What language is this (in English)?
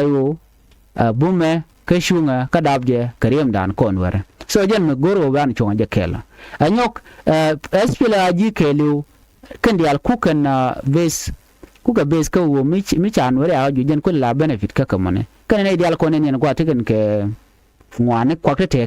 Nuer